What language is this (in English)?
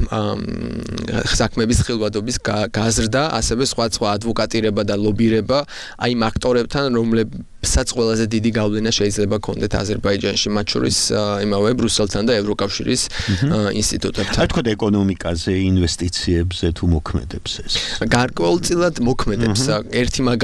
Georgian